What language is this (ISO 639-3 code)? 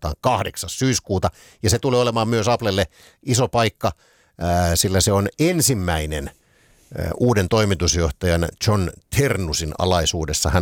fin